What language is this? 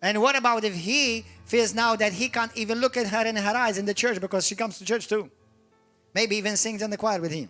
English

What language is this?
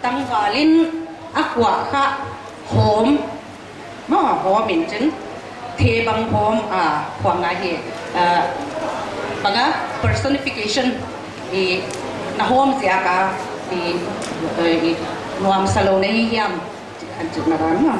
Paite Chin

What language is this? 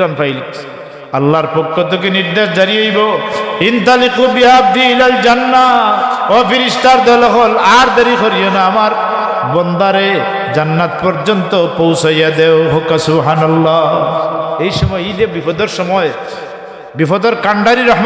Sylheti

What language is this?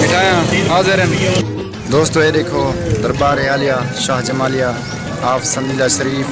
Saraiki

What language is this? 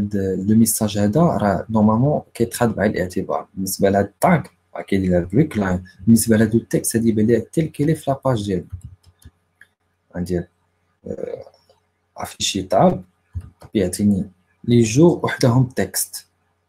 Moroccan Arabic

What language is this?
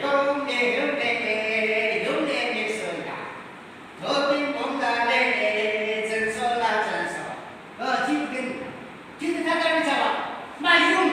Yimchungru Naga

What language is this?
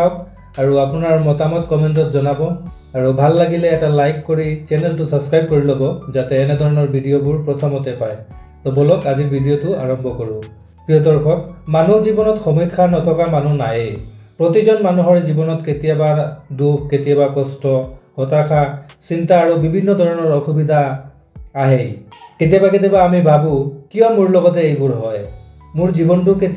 Assamese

